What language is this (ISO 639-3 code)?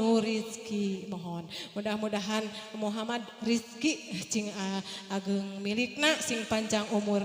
sun